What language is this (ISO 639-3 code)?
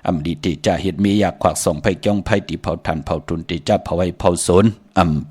shn